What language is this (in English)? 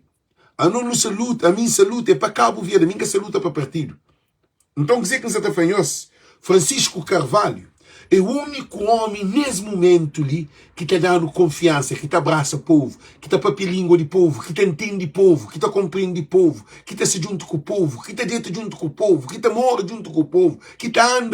Kabuverdianu